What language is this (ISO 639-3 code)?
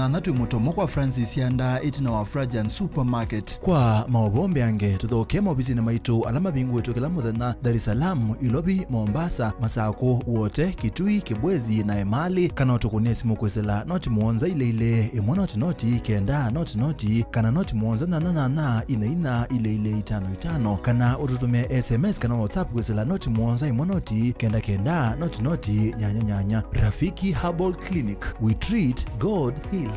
kam